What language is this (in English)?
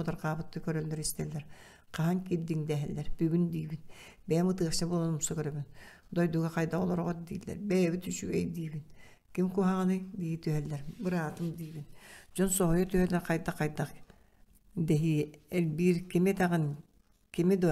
Yakut